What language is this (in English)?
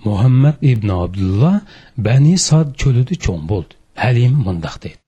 Uyghur